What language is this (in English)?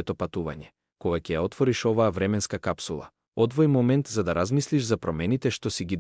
Macedonian